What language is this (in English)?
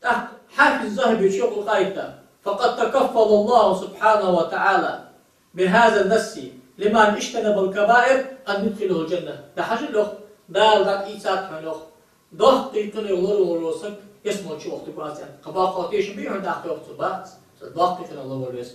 Ingush